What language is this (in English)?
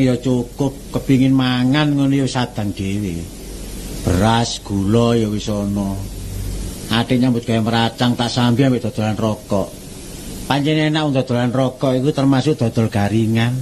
Javanese